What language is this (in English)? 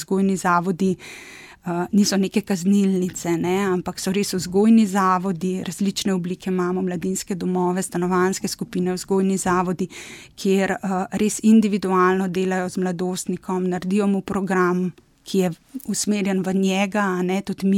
Slovenian